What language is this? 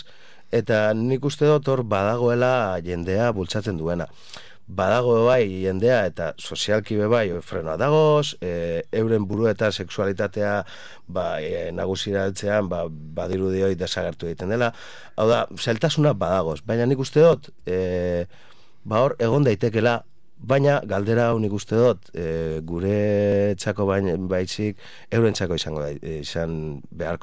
Basque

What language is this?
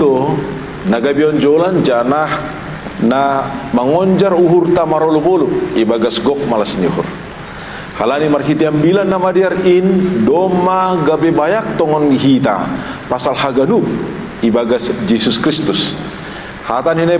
Batak Simalungun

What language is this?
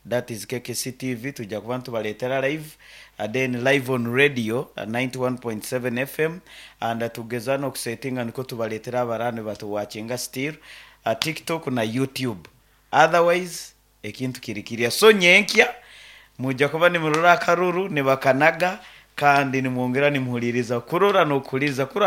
Nyankole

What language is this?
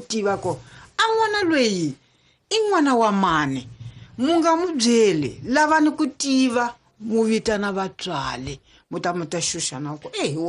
Tsonga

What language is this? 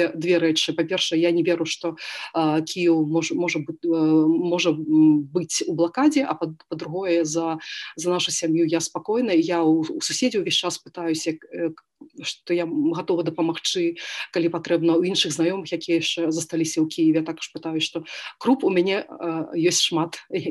Belarusian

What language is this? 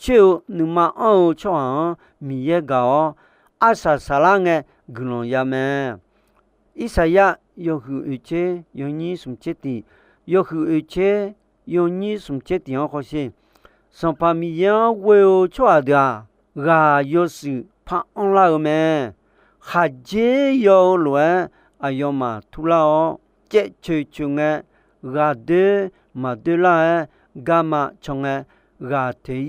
Akha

